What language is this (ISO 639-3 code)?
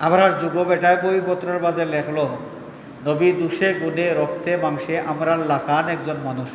syl